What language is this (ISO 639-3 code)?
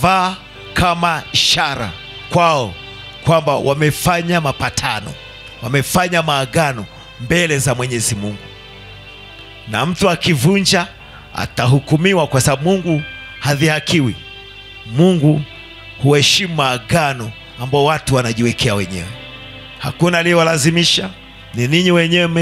swa